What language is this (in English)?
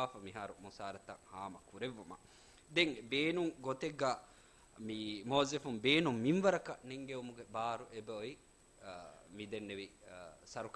Divehi